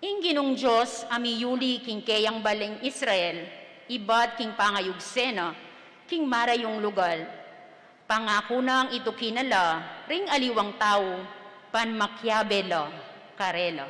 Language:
Pampanga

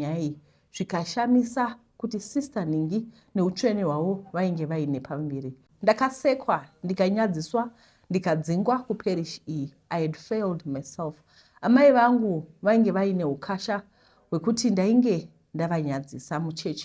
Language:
Shona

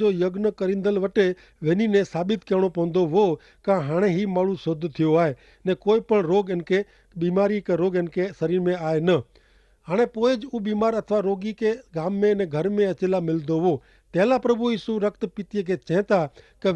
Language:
Kachhi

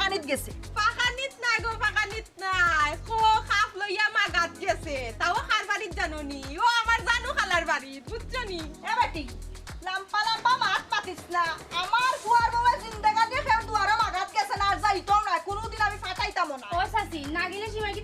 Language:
Sylheti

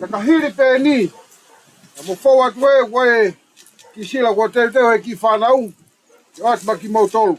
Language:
Tongan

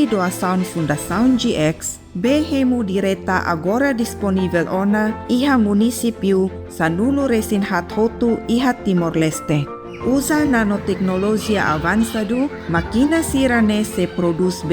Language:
Tetum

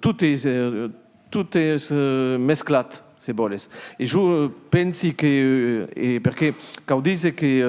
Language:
Occitan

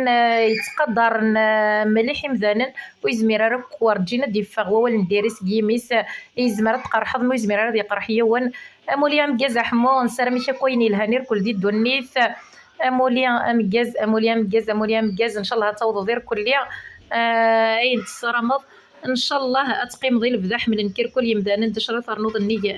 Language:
Kabyle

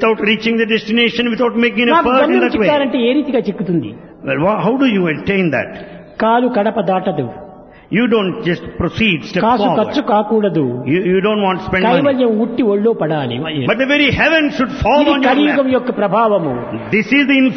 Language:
Telugu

